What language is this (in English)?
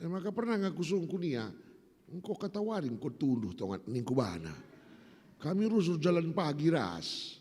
Batak Karo